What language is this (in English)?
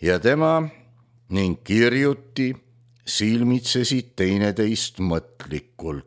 Estonian